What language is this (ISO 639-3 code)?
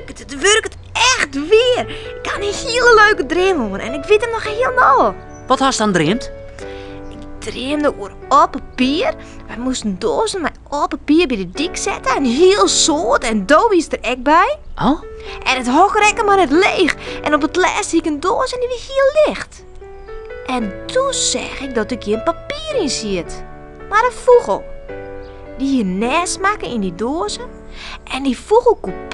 fry